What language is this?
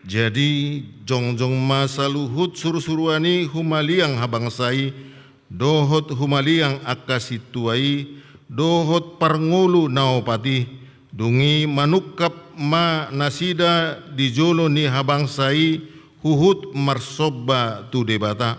Batak Toba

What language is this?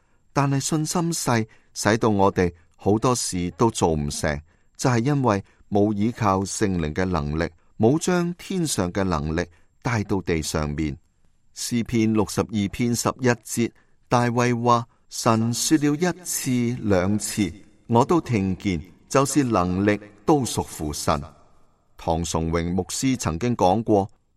Cantonese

